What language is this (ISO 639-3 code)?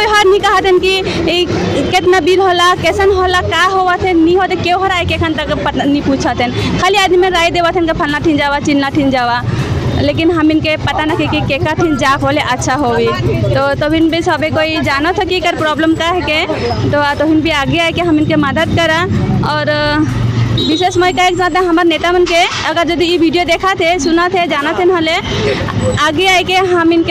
sck